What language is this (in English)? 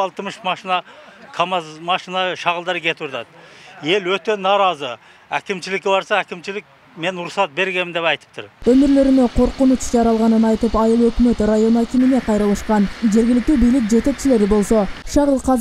Kyrgyz